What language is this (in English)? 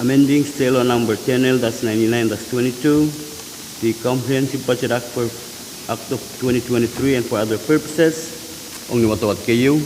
Pohnpeian